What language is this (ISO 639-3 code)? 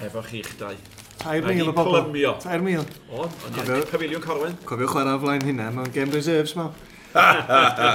cym